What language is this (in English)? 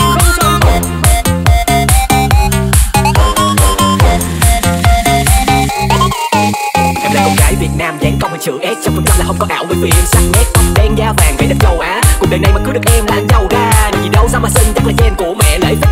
Vietnamese